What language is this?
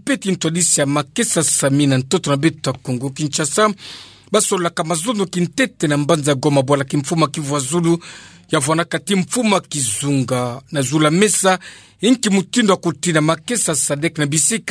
Kituba (Democratic Republic of Congo)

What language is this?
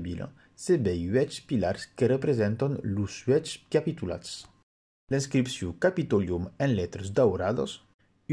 Occitan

